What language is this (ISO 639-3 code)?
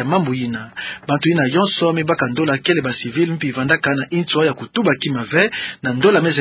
ktu